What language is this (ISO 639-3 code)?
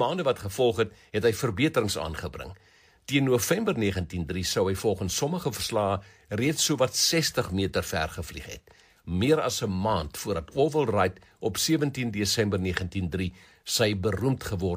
afr